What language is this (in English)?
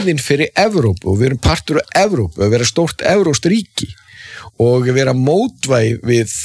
Icelandic